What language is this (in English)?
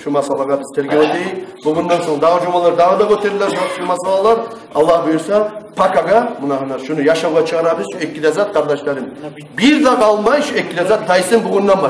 Kumyk